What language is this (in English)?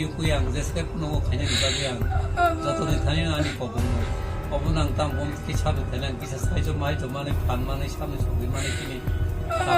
Kok Borok